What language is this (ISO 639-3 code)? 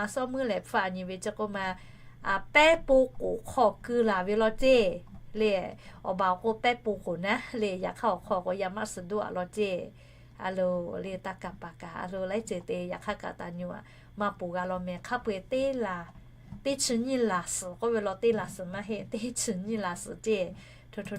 lhu